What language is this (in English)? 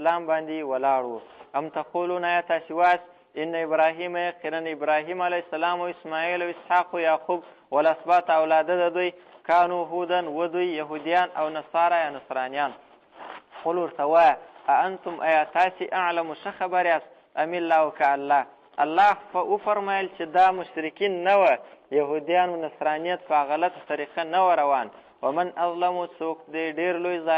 Pashto